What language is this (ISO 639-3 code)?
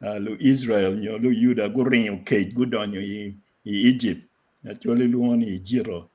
ach